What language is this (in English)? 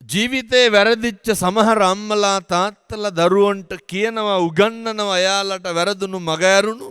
Sinhala